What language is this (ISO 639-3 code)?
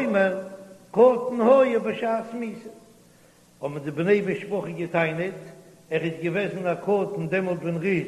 yid